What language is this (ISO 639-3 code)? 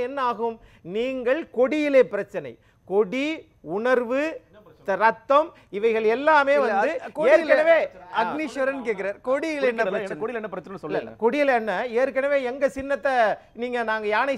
tam